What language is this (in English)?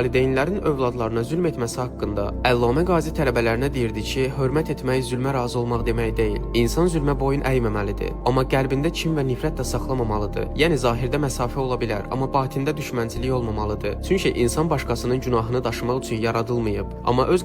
Azerbaijani